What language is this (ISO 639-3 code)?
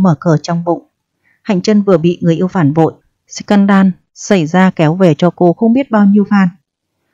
vie